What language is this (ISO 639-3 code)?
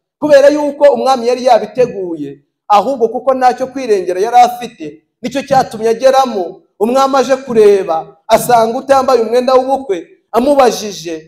kin